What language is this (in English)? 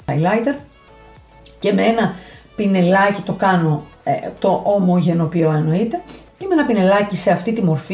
Greek